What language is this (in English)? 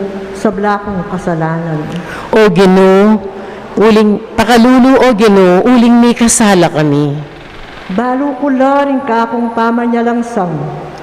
Pampanga